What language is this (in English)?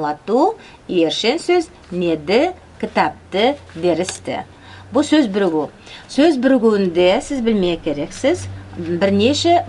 Nogai